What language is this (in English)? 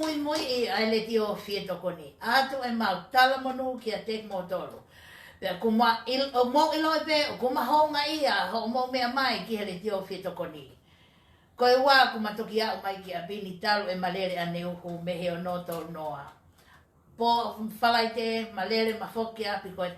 Tongan